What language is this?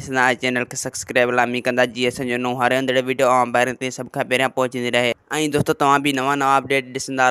Sindhi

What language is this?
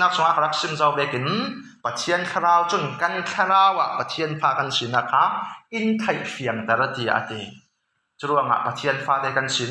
Falam Chin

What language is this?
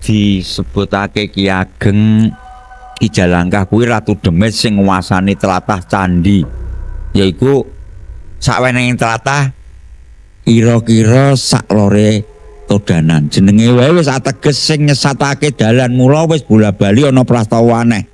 Javanese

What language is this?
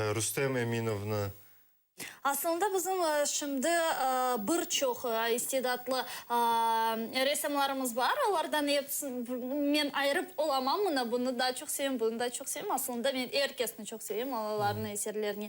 Crimean Tatar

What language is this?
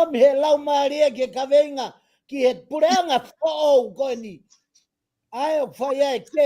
Tongan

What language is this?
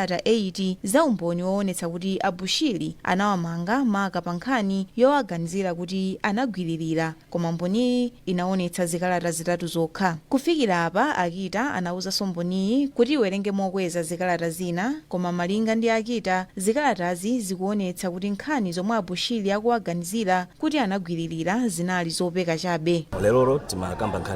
Nyanja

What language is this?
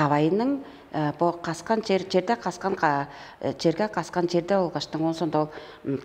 Tuvinian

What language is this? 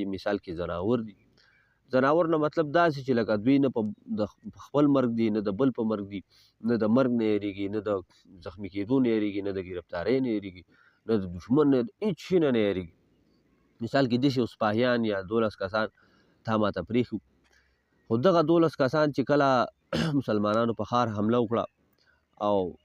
Pashto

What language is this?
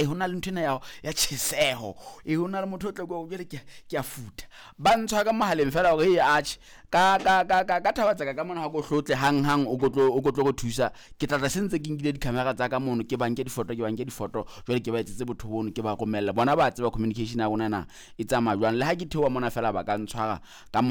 Southern Sotho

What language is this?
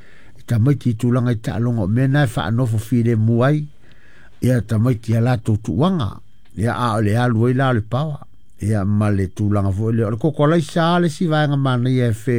Samoan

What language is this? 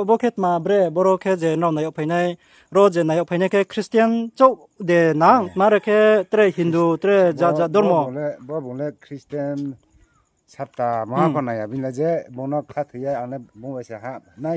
Riang (India)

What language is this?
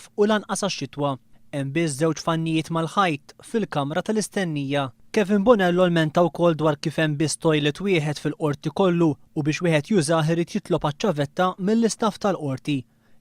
Maltese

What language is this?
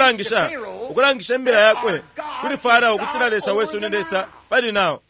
Bemba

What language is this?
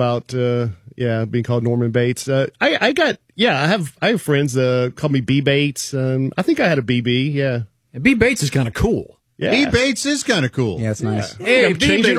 English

